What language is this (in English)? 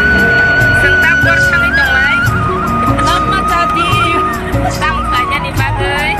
Kok Borok